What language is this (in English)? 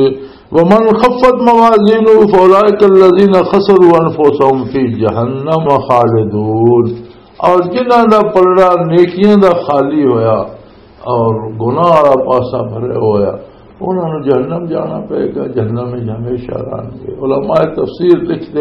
Western Panjabi